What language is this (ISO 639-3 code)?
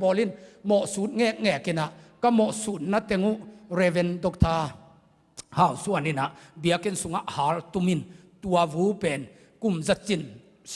ctd